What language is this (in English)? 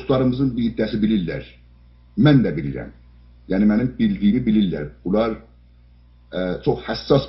South Azerbaijani